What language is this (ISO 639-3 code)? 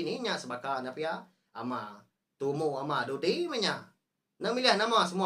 iba